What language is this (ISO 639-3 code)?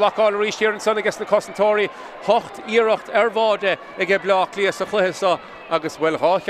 gle